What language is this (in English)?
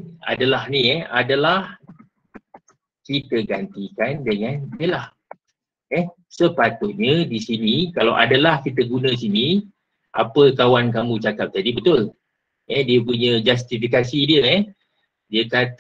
Malay